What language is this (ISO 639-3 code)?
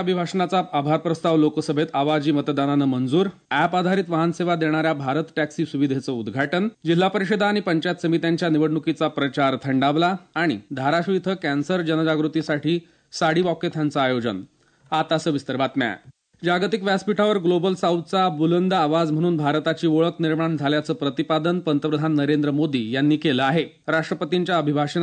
mar